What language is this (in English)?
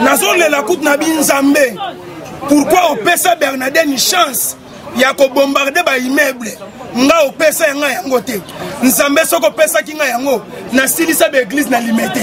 Lingala